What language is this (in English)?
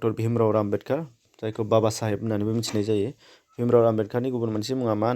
Bodo